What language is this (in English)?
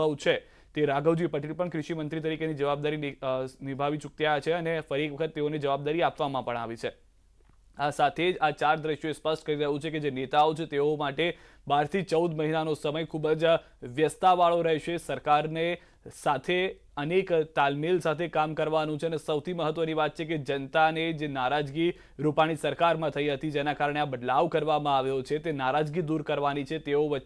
Gujarati